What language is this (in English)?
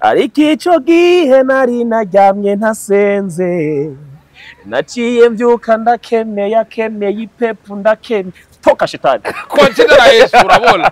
Rundi